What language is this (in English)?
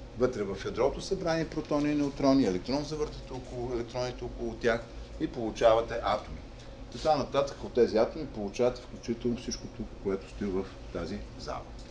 Bulgarian